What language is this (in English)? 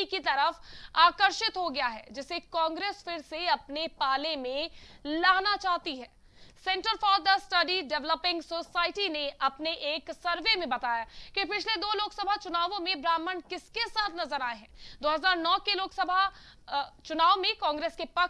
Hindi